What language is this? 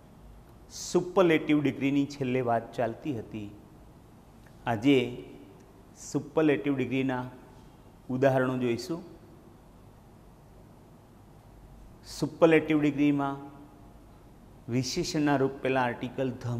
Gujarati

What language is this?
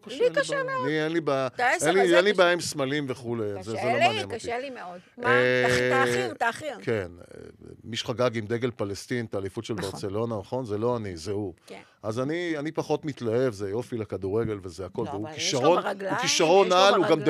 Hebrew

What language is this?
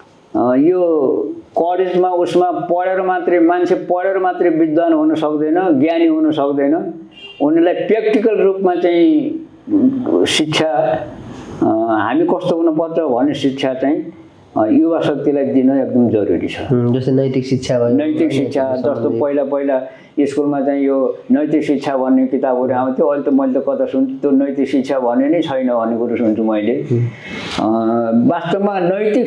Nepali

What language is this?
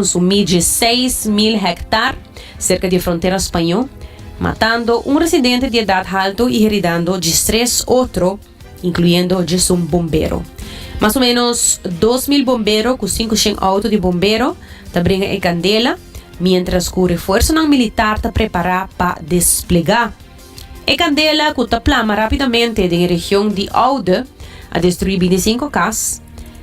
Papiamento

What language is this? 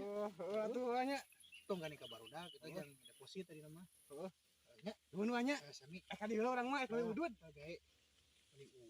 Sundanese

